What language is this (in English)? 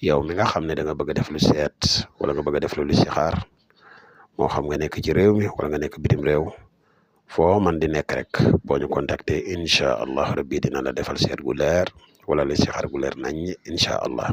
Wolof